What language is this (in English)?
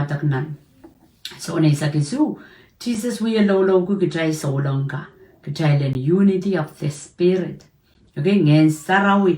Pohnpeian